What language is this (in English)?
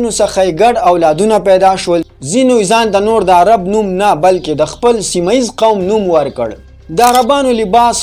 Pashto